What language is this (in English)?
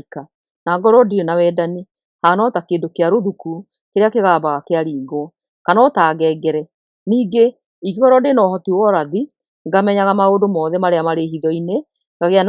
Kikuyu